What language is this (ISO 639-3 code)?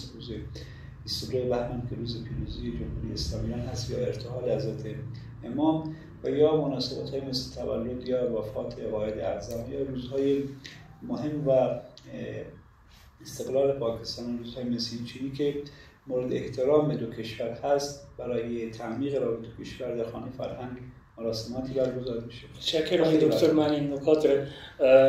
fas